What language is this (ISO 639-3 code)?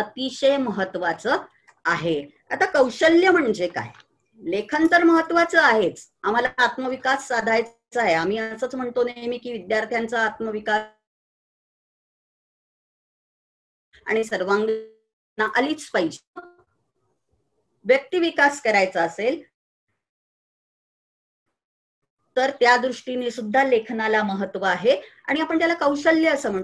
mar